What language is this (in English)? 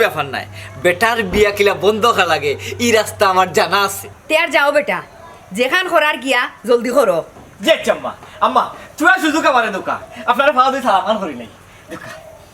Sylheti